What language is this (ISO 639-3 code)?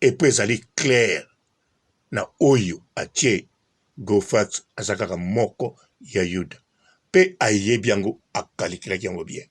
lin